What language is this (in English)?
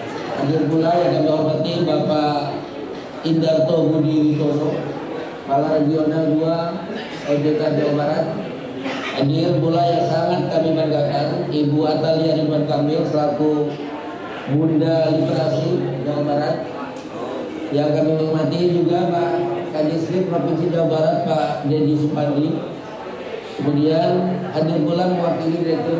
Indonesian